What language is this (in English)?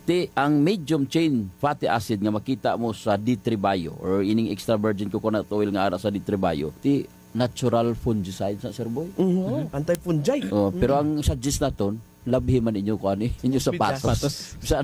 Hiligaynon